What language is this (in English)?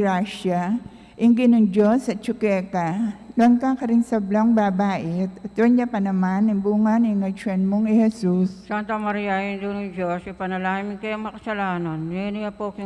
Pampanga